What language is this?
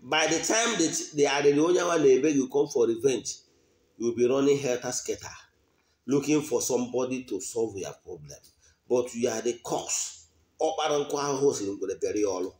Igbo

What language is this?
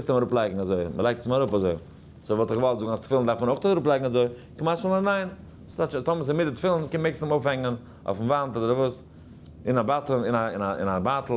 Yiddish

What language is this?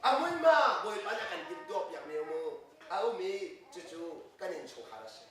Hakha Chin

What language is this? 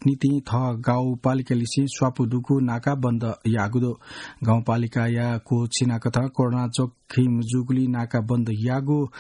Newari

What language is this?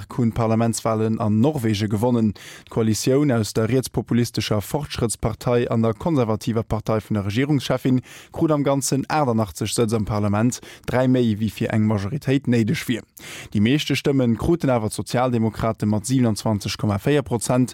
Luxembourgish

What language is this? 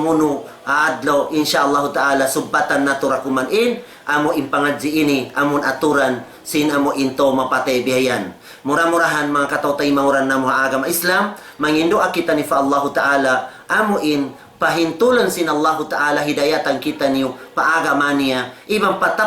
Tausug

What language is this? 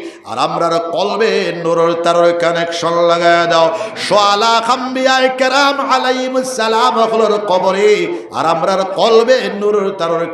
Sylheti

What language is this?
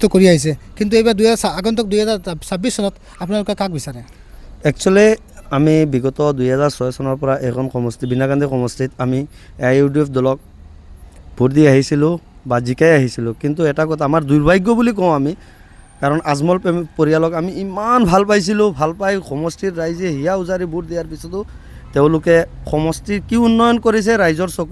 Assamese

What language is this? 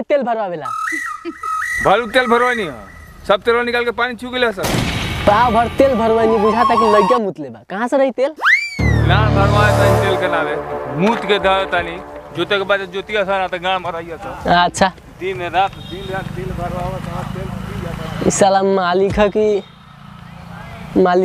Bhojpuri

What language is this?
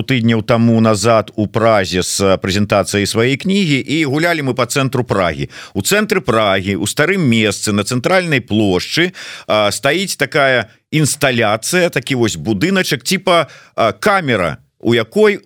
Belarusian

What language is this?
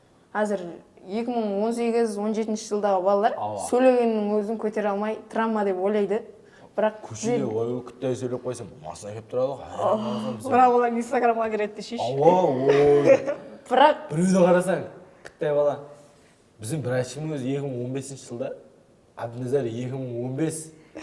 Kara-Kalpak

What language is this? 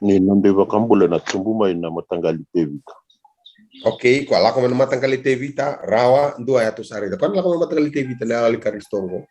Fijian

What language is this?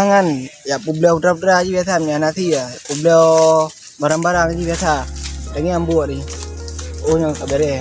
Achinese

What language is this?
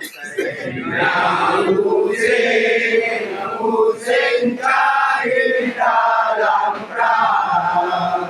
Achinese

